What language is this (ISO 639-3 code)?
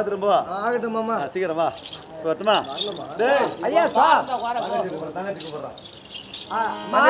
tam